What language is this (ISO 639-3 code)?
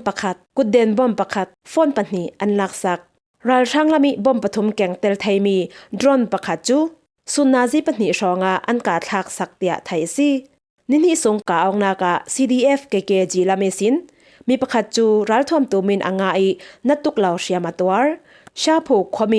cfm